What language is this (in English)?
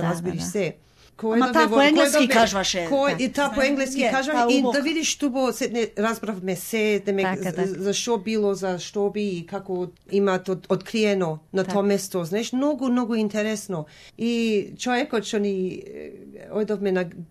Macedonian